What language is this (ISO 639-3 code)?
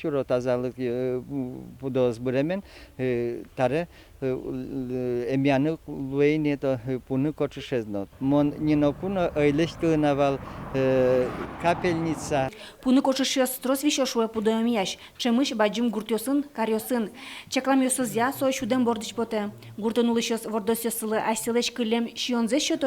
udm